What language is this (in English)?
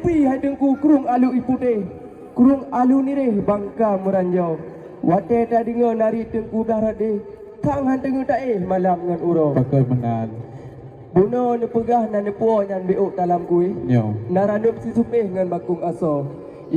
Achinese